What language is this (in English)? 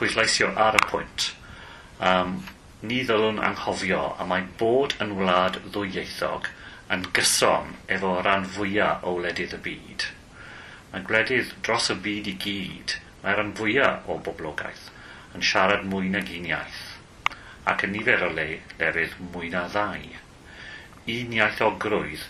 Welsh